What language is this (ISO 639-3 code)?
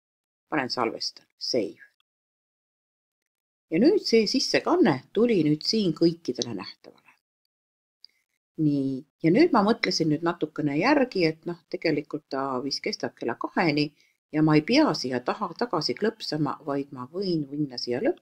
est